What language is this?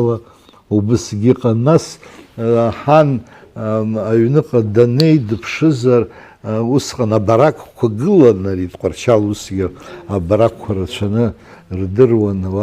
Abkhazian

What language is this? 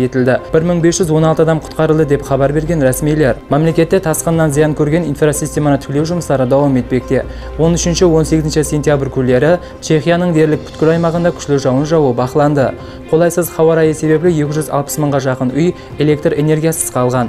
Kazakh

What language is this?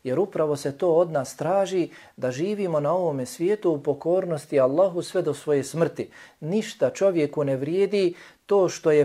Bosnian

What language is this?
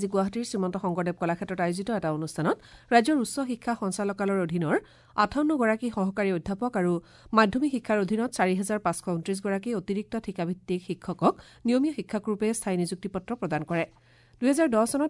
Assamese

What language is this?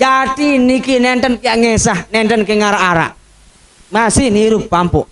Sasak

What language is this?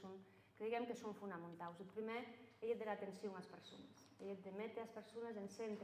Occitan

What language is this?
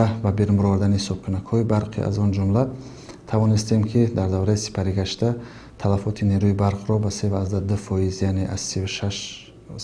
Tajik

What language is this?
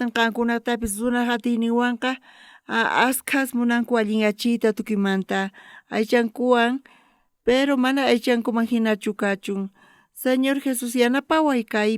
South Bolivian Quechua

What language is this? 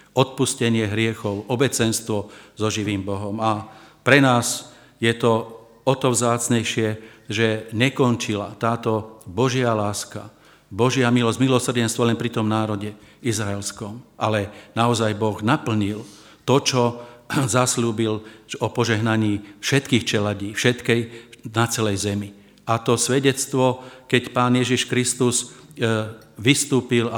Slovak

